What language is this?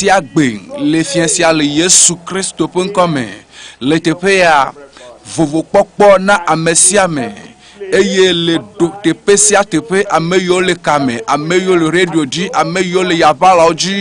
Ewe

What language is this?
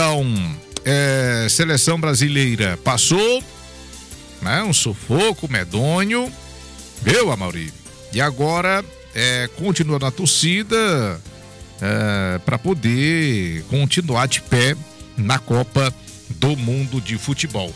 Portuguese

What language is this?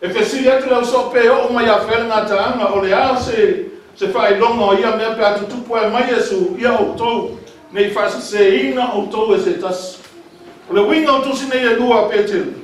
Samoan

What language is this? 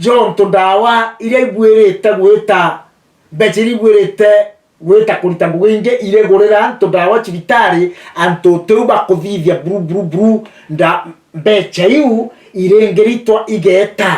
Meru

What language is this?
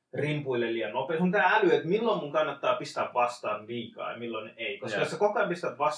Finnish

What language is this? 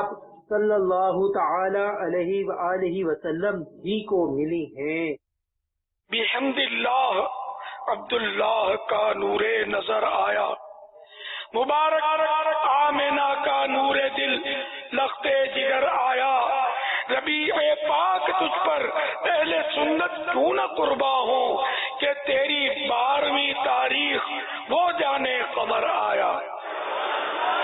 Urdu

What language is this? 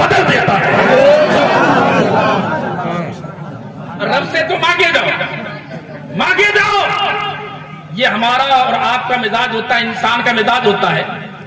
Urdu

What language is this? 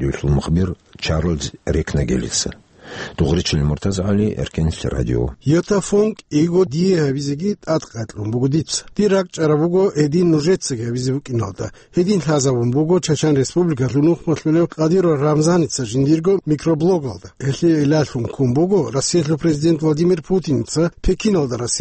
Avaric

